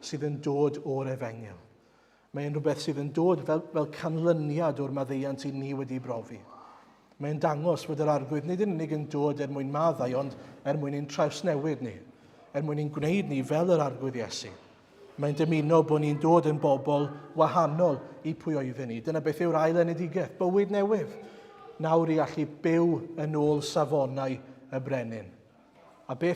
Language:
Welsh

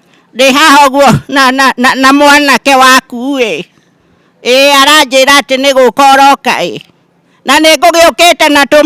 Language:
Kikuyu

